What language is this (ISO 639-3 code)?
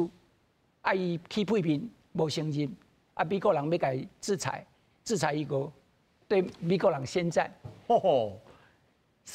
nan